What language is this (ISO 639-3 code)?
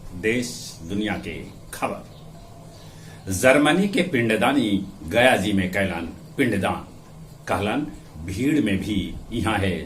mag